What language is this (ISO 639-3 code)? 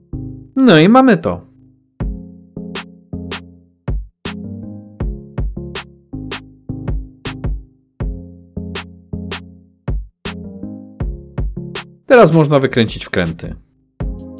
pol